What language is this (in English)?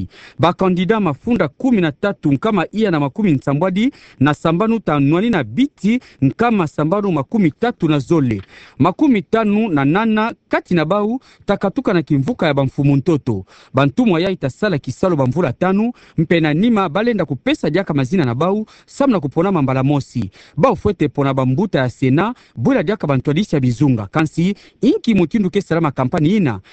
Kituba (Democratic Republic of Congo)